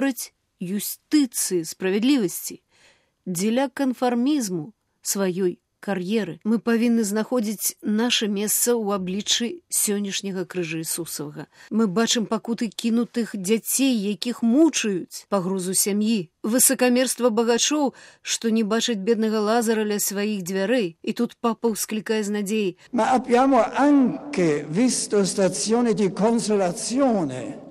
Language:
Belarusian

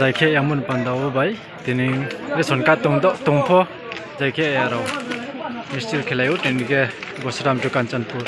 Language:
Riang (India)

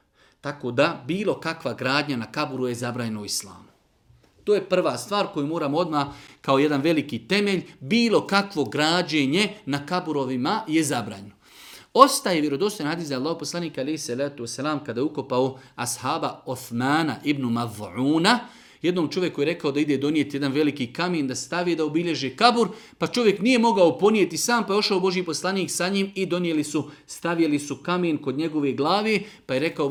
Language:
Bosnian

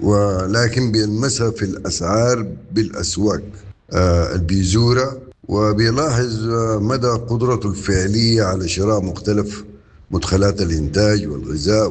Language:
Sudanese Arabic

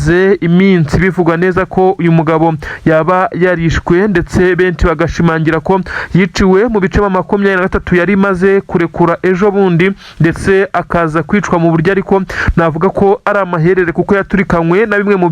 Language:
Kinyarwanda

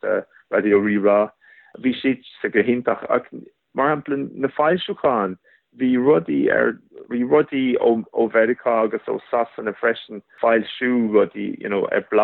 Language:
Irish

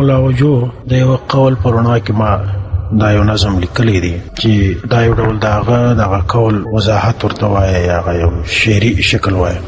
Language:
Pashto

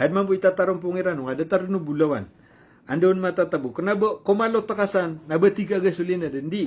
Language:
Maranao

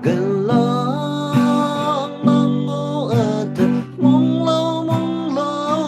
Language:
Naga Pidgin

